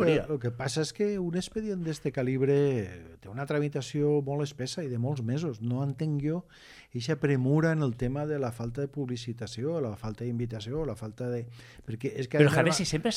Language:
Catalan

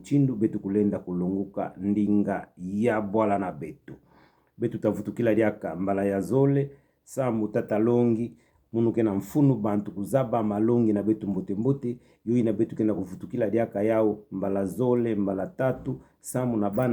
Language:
Kituba (Democratic Republic of Congo)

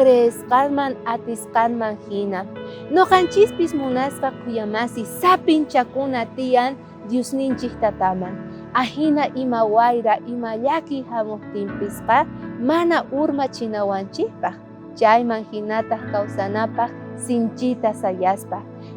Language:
South Bolivian Quechua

